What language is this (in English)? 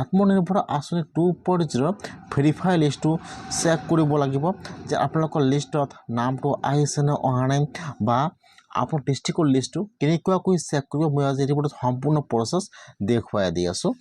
Assamese